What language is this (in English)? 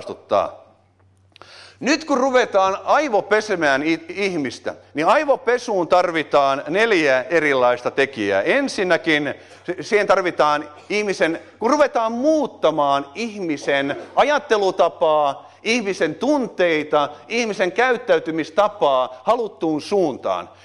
Finnish